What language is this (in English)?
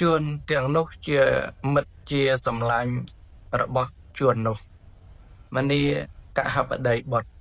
Khmer